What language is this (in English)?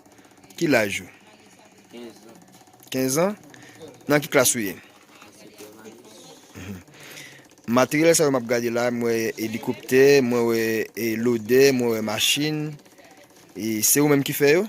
Haitian Creole